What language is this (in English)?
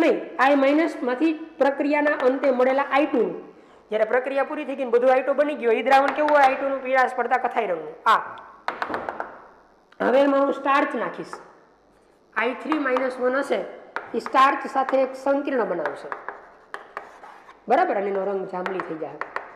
Gujarati